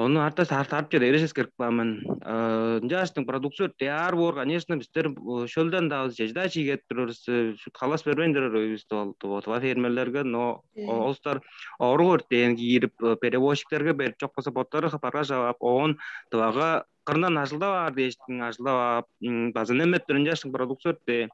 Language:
Tuvinian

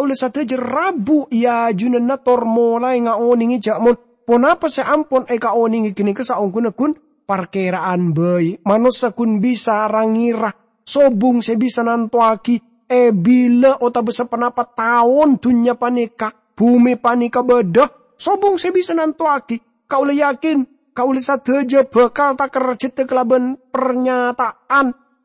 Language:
Madurese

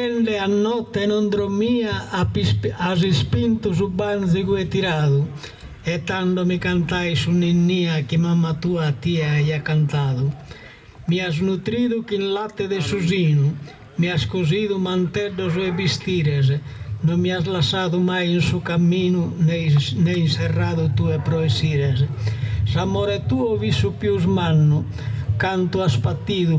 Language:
Sardinian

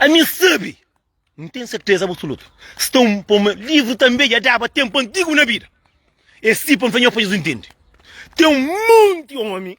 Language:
Kabuverdianu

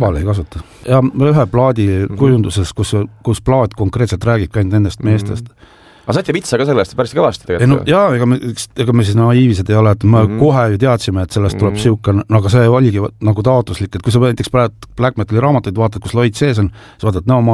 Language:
Estonian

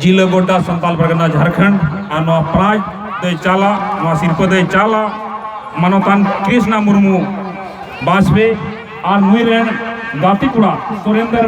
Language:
Santali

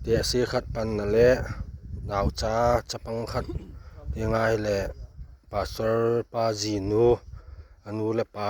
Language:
Thado Chin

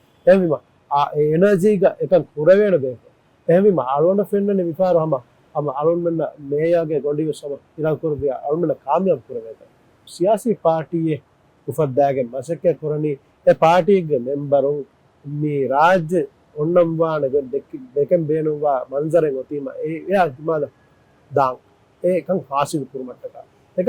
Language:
Divehi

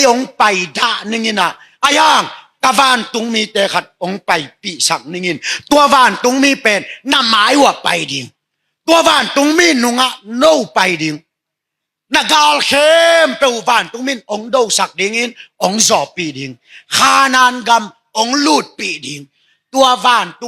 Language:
Tedim Chin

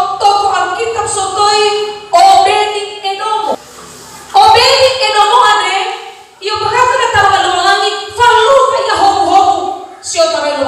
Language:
Nias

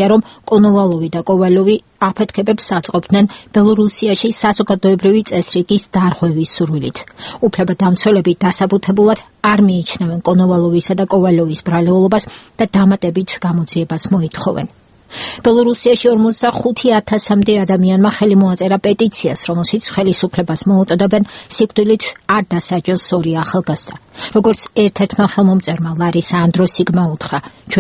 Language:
Georgian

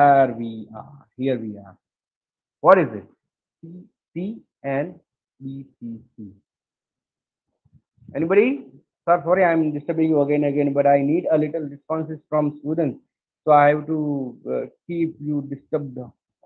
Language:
English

